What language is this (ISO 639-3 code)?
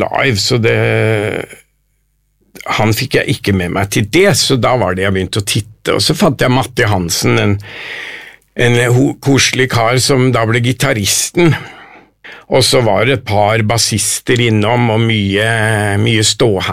nor